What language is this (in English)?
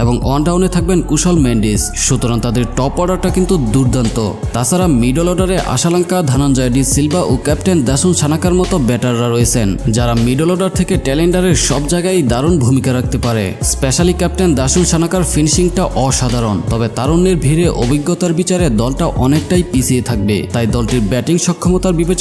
Bangla